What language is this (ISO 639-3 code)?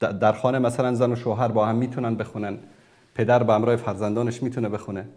fas